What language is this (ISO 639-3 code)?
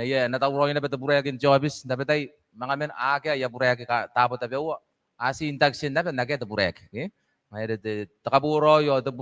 gil